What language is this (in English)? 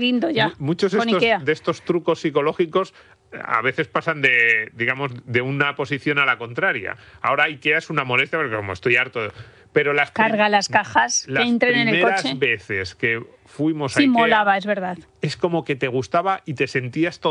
Spanish